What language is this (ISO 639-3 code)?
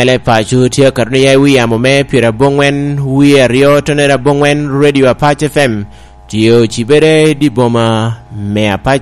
laj